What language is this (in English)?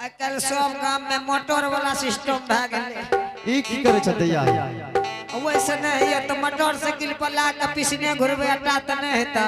Angika